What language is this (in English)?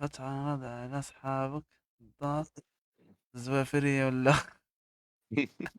Moroccan Arabic